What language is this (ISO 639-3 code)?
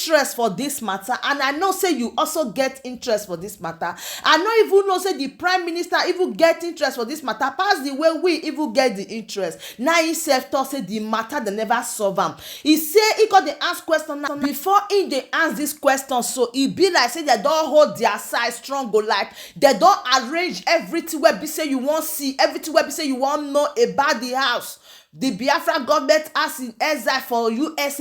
pcm